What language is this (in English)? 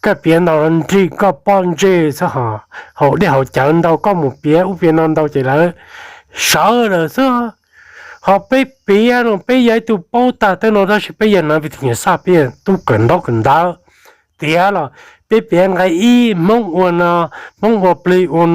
Hmong